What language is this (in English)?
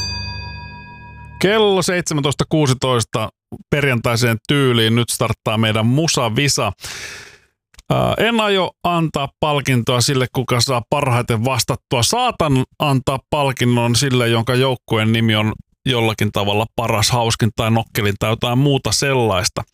Finnish